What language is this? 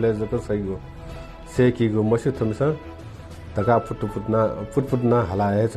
Newari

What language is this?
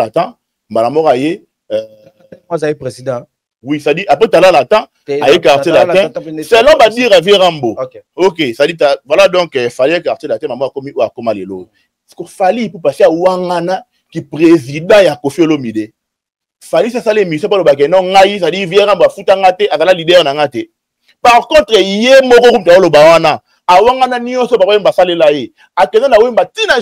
Lingala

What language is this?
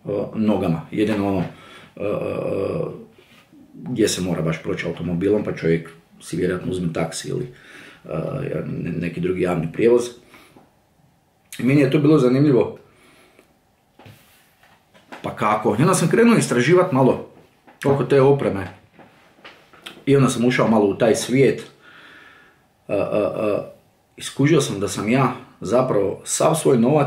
Croatian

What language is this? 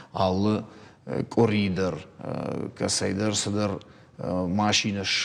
Ossetic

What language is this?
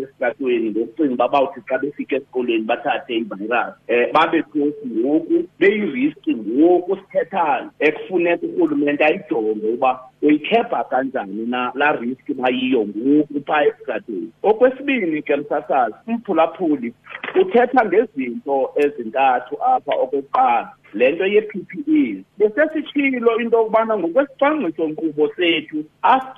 Xhosa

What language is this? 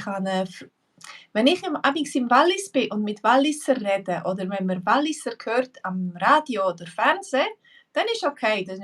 Swiss German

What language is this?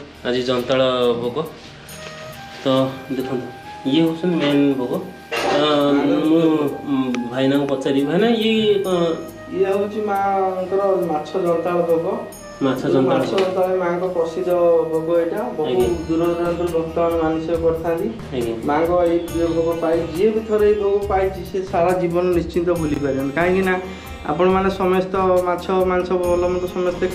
Odia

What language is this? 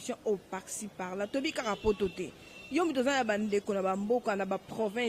Lingala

